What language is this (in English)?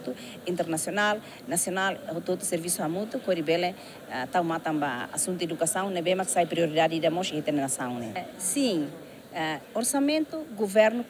Tetum